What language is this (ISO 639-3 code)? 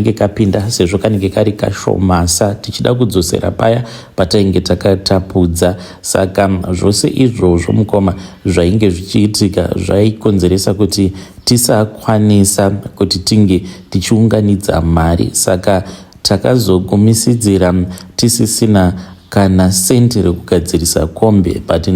sna